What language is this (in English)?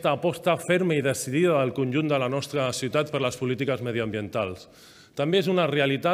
Catalan